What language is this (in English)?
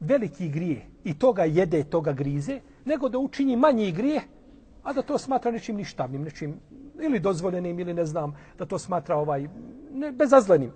Bosnian